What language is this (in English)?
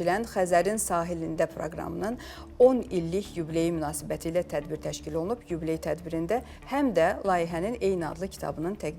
Azerbaijani